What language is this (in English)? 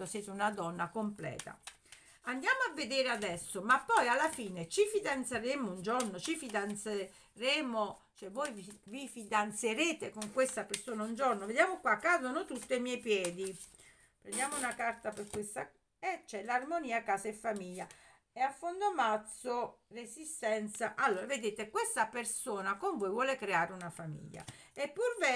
Italian